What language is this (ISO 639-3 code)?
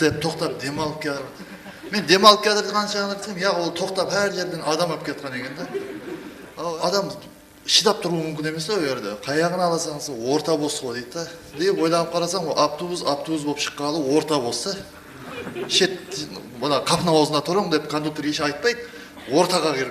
kaa